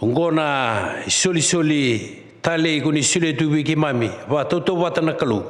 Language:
Fijian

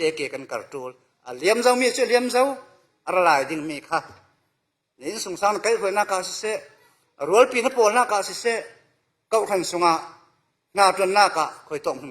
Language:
Falam Chin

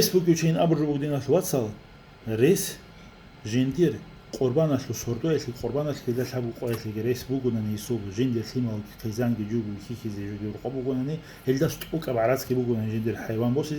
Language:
Avaric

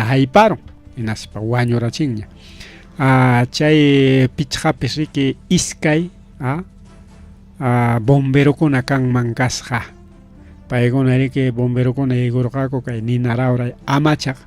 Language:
Ayacucho Quechua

